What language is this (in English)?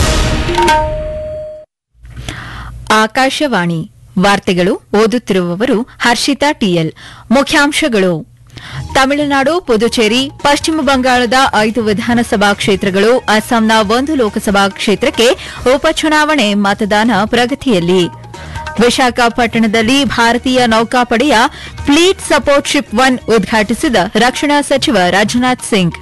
Kannada